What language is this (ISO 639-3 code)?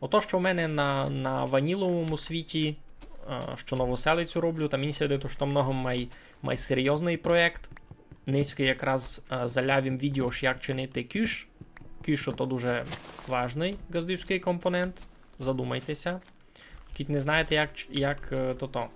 rue